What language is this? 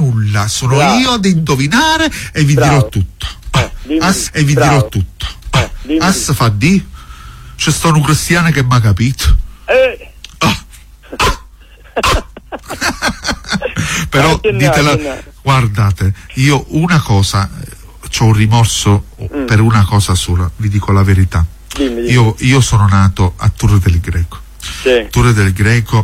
Italian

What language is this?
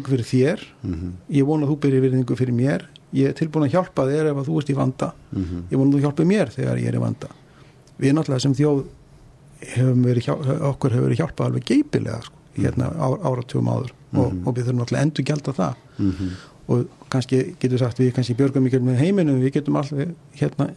Icelandic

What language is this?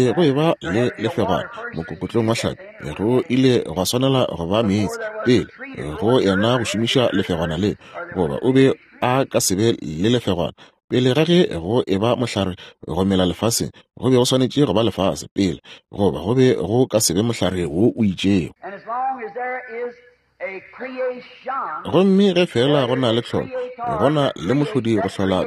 Northern Sotho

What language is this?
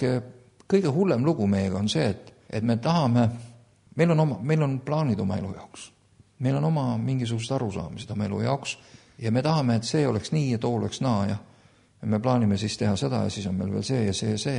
Estonian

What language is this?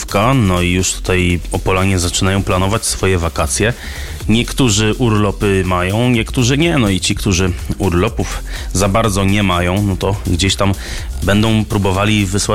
Polish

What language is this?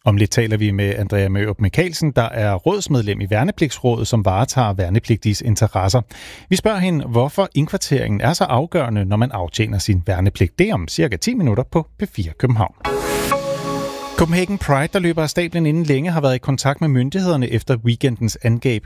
Danish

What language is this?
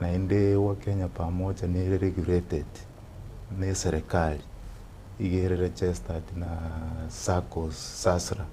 Gusii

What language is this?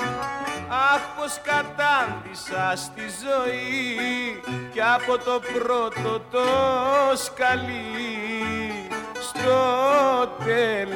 Greek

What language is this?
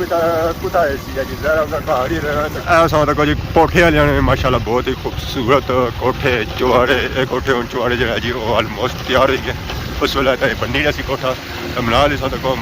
Pahari-Potwari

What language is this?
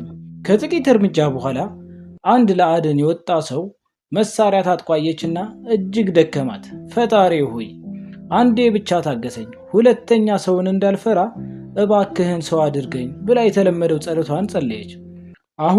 Amharic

